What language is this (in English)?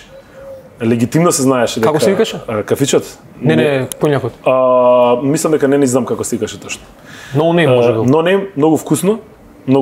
Macedonian